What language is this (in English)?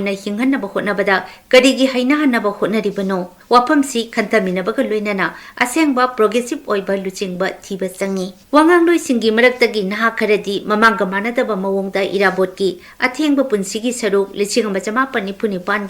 Manipuri